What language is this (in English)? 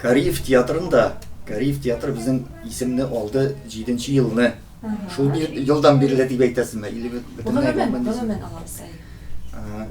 Tatar